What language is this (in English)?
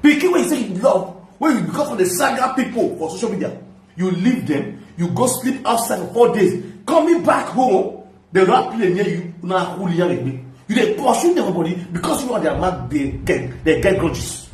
Nigerian Pidgin